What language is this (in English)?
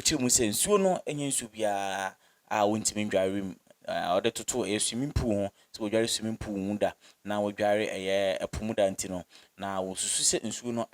Akan